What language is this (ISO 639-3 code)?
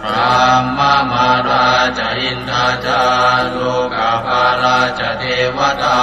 pli